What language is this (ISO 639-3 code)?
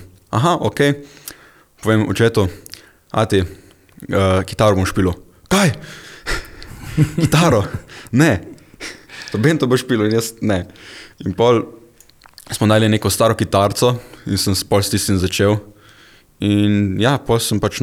slv